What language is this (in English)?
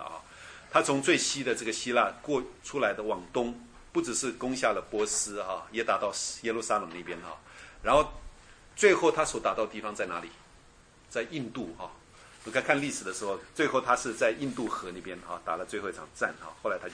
Chinese